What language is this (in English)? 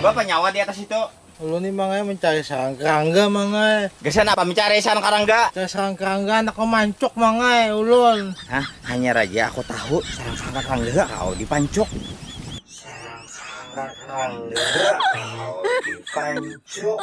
Banjar